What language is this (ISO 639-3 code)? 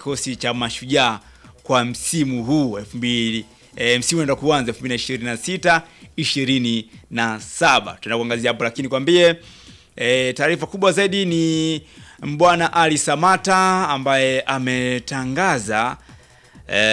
swa